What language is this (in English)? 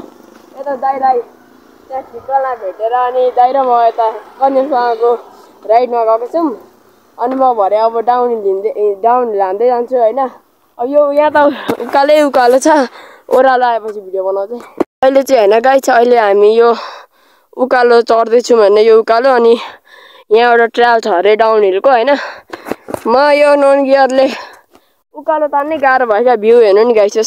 Nepali